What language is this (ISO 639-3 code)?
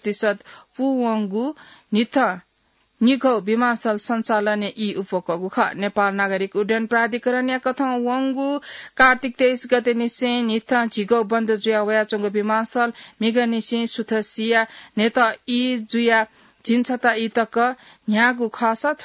new